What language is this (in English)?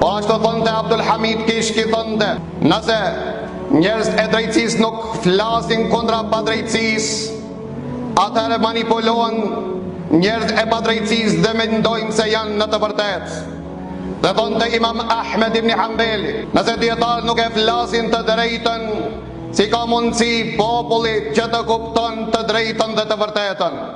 Albanian